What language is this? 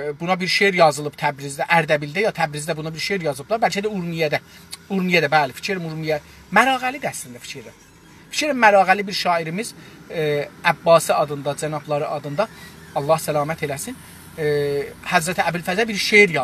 South Azerbaijani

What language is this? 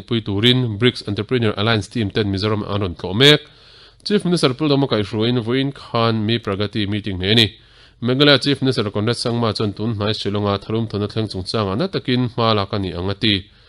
Mizo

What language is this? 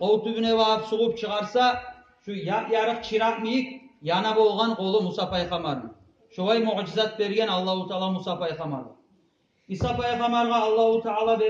Kumyk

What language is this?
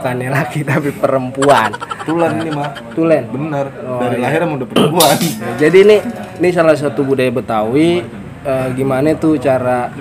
Betawi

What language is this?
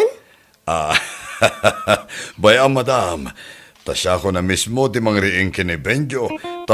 Iloko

